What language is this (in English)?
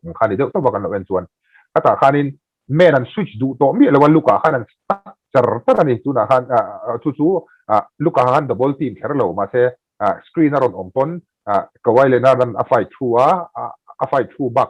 Mizo